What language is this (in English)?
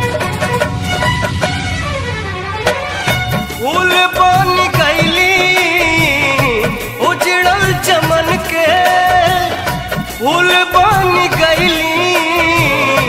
Bhojpuri